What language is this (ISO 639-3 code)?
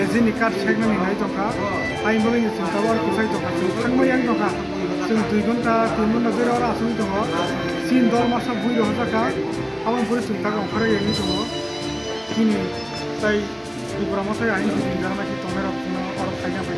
trp